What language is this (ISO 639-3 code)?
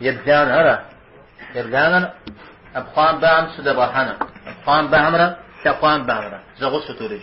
kbd